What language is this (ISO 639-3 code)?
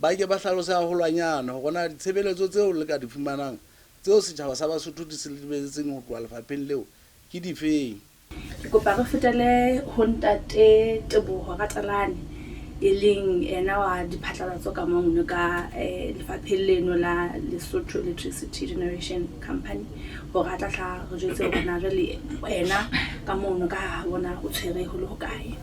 sot